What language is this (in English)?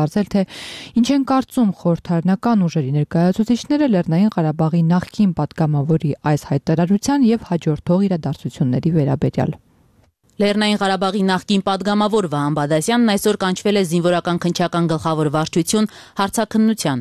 Armenian